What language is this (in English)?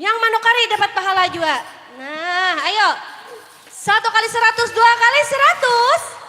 Banjar